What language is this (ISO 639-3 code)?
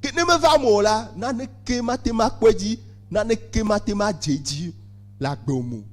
ewe